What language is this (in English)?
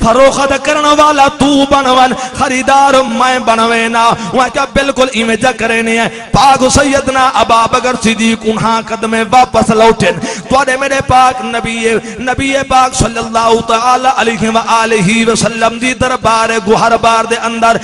Saraiki